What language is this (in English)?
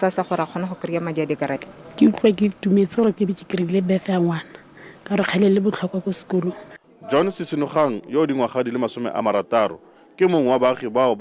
Tswana